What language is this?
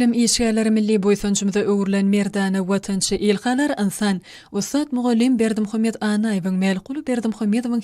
Turkmen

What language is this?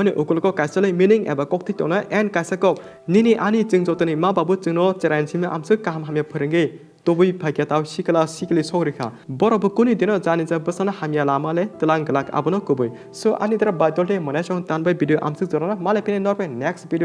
Kok Borok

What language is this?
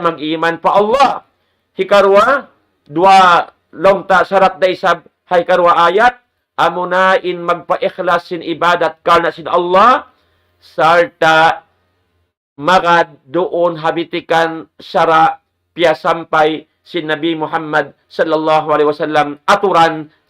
Tausug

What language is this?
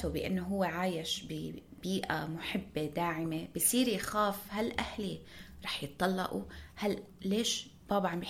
North Levantine Arabic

